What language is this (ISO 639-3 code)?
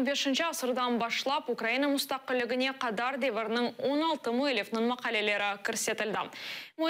crh